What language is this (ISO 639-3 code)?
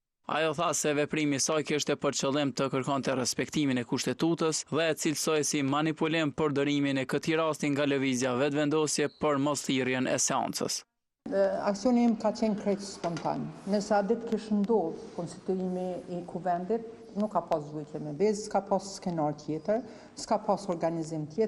sqi